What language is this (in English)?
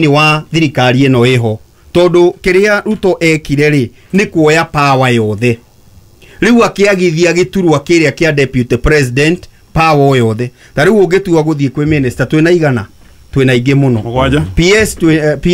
Kikuyu